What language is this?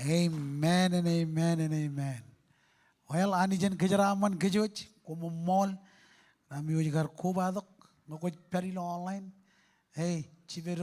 Marshallese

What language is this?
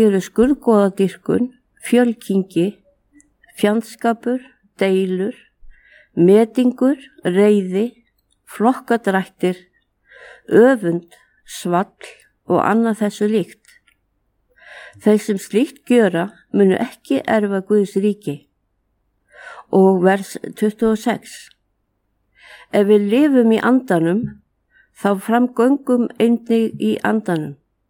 Icelandic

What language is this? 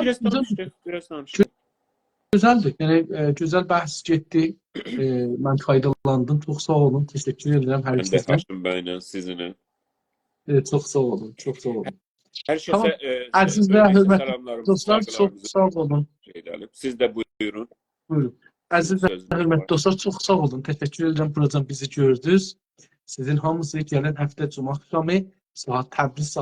South Azerbaijani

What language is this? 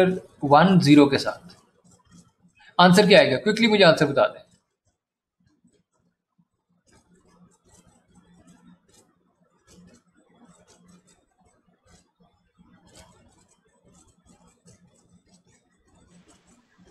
Hindi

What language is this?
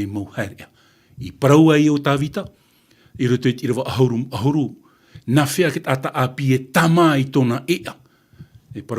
Tahitian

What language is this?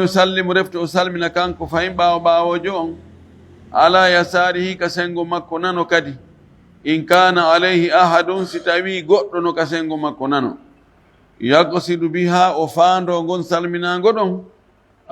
Fula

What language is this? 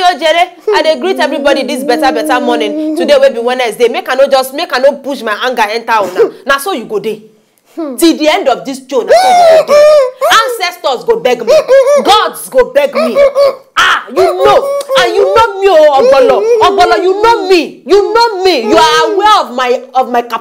Nigerian Pidgin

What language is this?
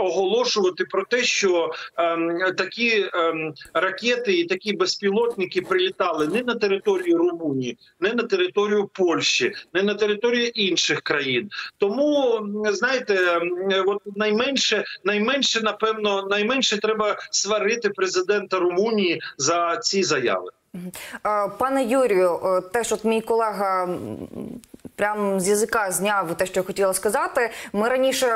Ukrainian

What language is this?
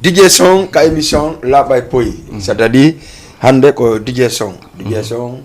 Fula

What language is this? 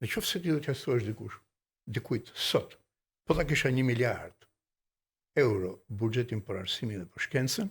Albanian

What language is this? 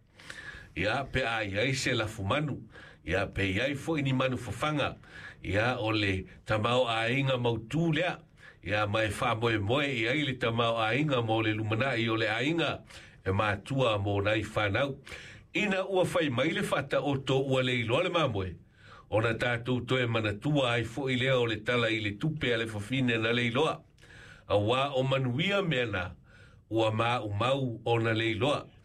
Samoan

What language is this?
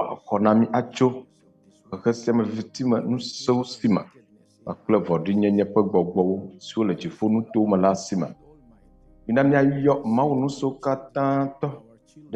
Ewe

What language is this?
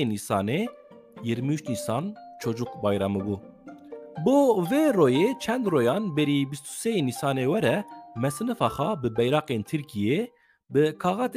Kurdish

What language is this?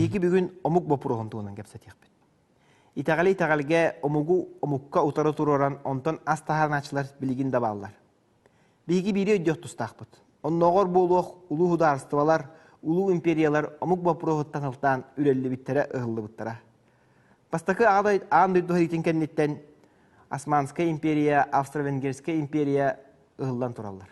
Yakut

